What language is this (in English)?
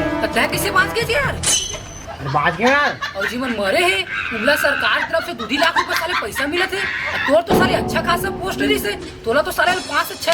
Chhattisgarhi